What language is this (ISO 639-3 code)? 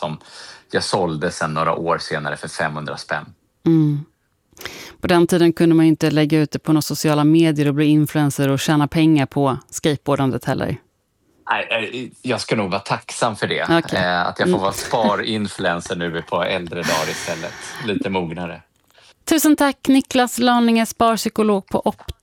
swe